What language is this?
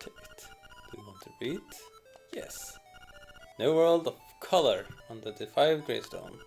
Faroese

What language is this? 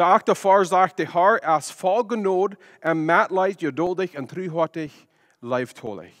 Plautdietsch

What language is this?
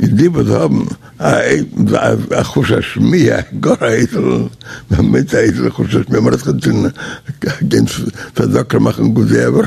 Yiddish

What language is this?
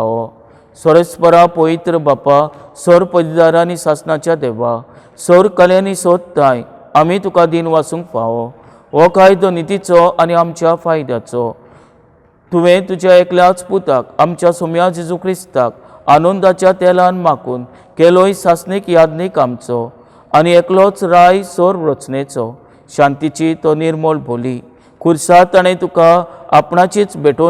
Konkani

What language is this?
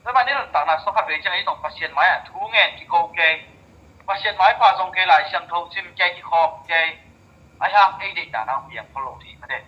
Tedim Chin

